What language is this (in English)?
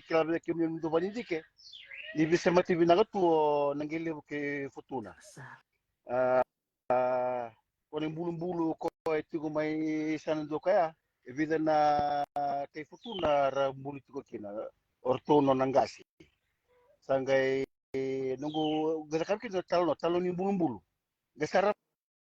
Fijian